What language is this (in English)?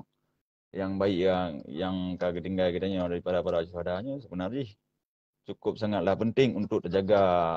Achinese